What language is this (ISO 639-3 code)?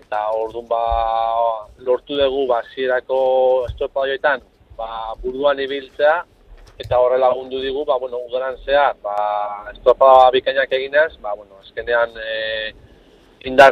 eus